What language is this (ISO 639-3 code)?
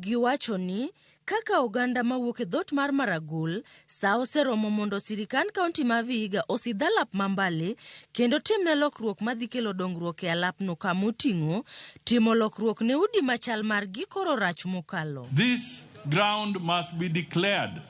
luo